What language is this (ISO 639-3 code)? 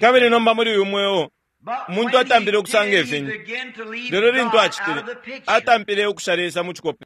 bem